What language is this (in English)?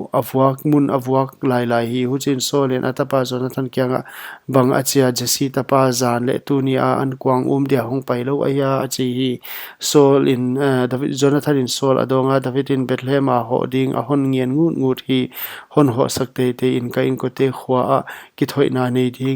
Paite Chin